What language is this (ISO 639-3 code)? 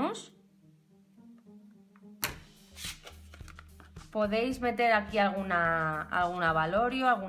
spa